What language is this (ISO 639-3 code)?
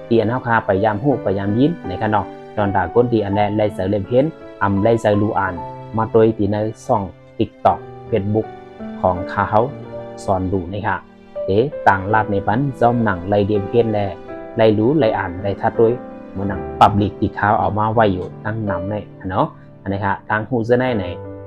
shn